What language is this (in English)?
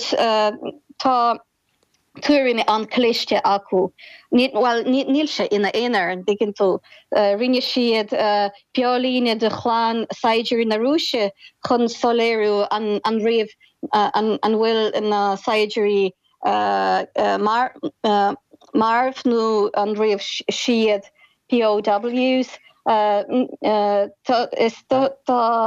Irish